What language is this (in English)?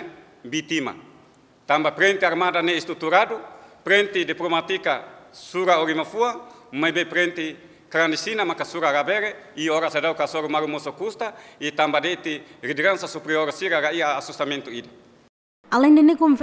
Tetum